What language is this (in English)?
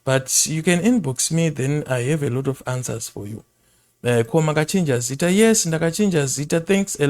Shona